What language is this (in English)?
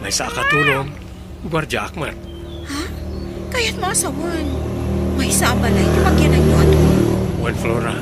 Iloko